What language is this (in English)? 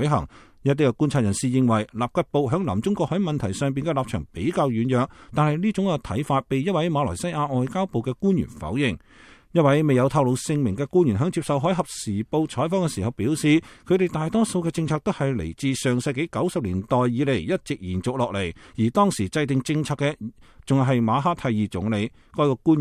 Cantonese